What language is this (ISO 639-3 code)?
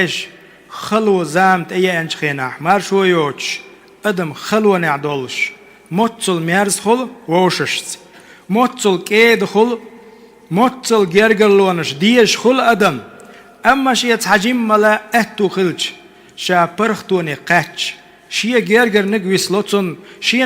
che